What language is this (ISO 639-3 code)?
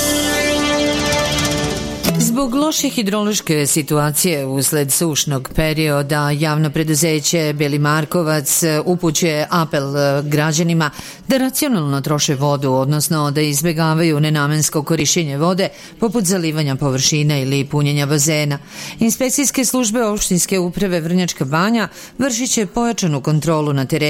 srp